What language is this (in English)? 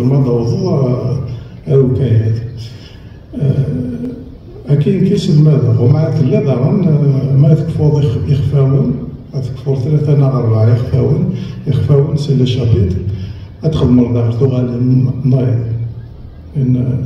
Kabyle